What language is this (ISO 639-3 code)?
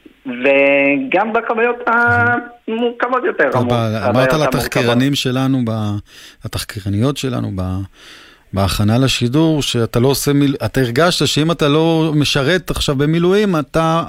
heb